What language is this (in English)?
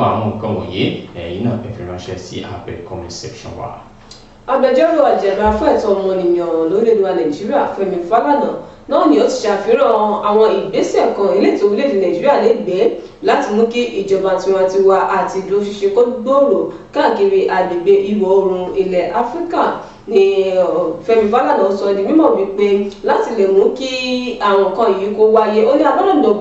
Yoruba